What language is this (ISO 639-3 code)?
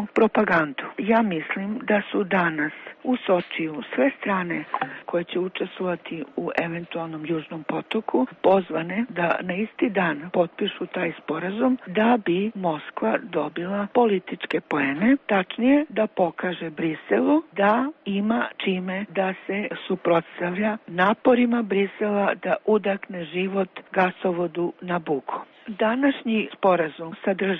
srp